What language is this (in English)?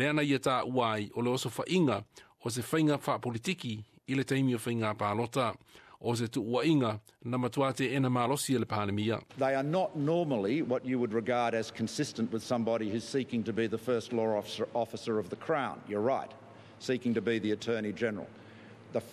Samoan